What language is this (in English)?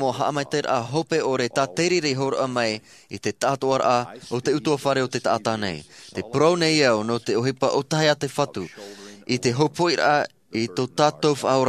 Tahitian